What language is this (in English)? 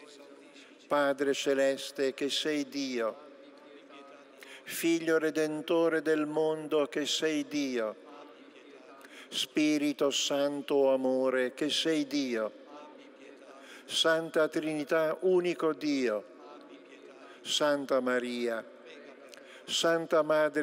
Italian